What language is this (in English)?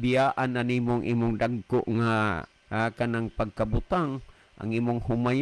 Cebuano